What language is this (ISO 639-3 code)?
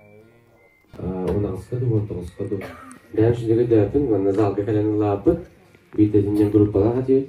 sah